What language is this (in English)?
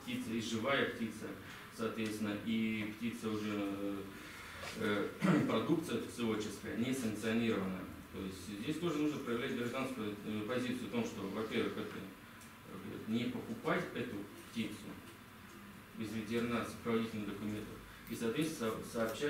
Russian